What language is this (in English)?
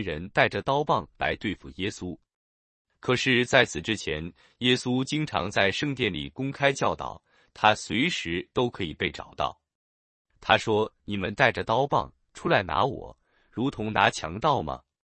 Chinese